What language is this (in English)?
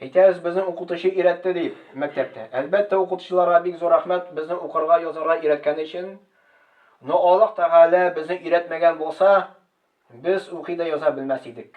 Tatar